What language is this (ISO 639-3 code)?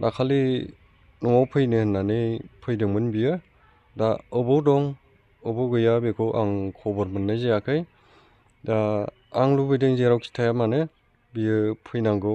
brx